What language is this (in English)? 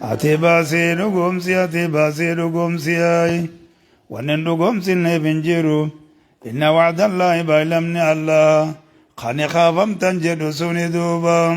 Oromo